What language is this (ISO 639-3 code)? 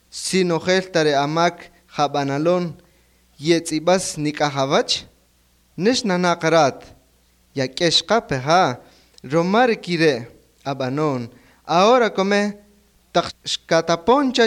cak